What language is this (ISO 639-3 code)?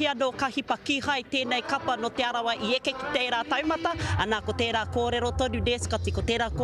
mri